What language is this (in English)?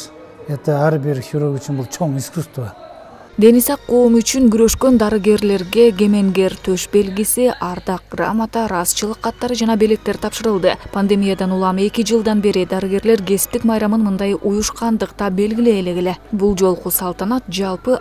Kyrgyz